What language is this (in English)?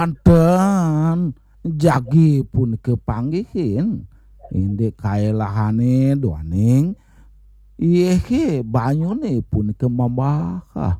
Balinese